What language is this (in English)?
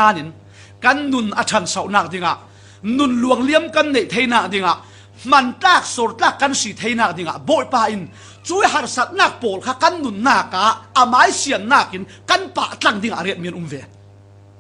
Falam Chin